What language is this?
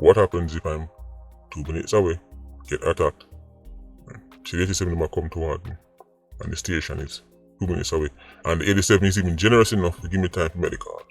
Jamaican Creole English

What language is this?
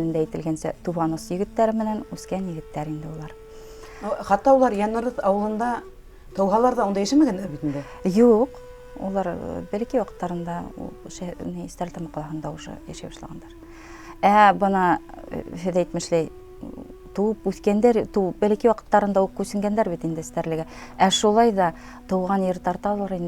Bashkir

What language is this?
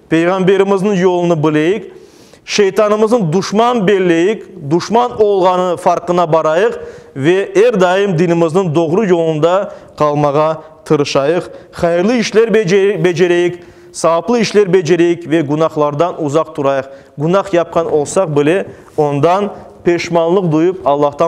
Crimean Tatar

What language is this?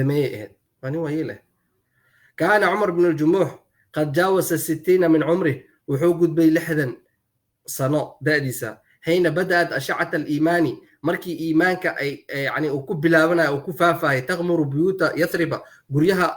Somali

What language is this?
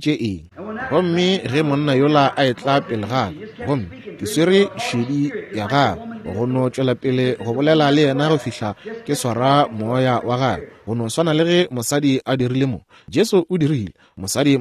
Northern Sotho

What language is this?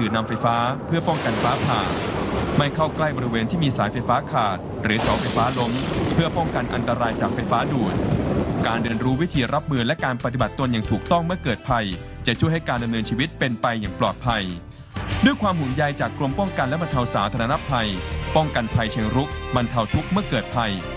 Thai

